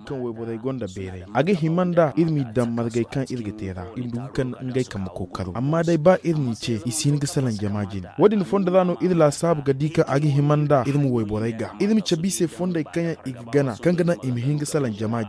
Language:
Zarma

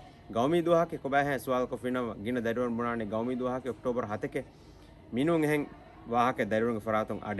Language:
Divehi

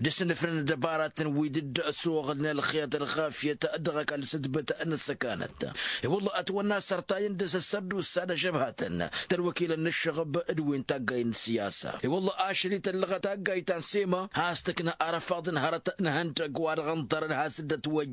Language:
Tamasheq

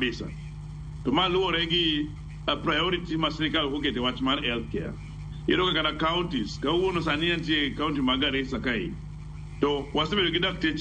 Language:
Luo (Kenya and Tanzania)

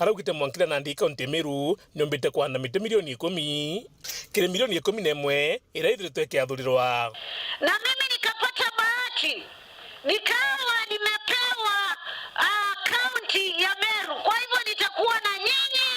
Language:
Meru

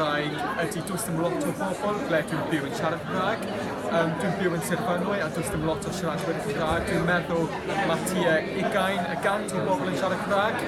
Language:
Welsh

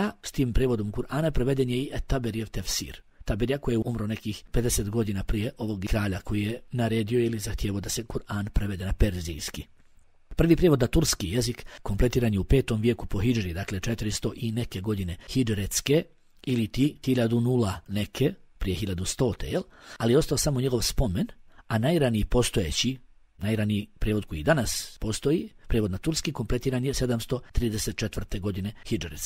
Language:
Bosnian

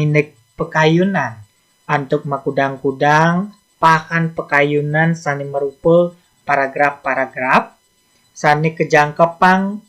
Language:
Balinese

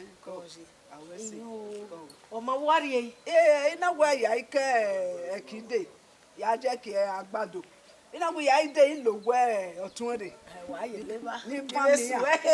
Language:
Bini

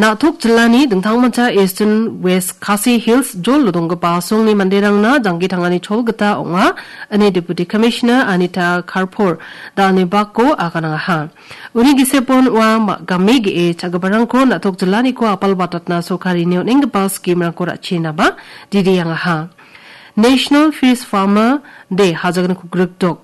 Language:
Garo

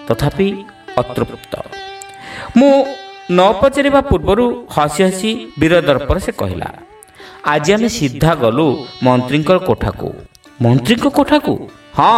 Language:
Odia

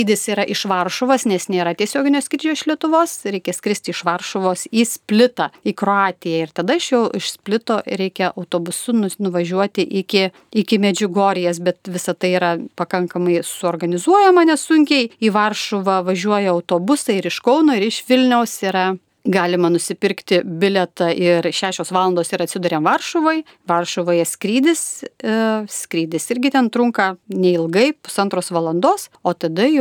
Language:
Lithuanian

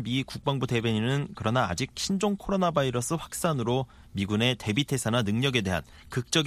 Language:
Korean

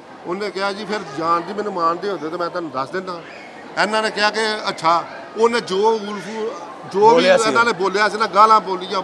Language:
Punjabi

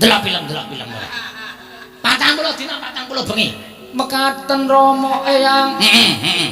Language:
Javanese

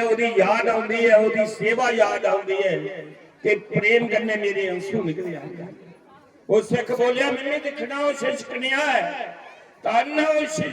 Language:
Dogri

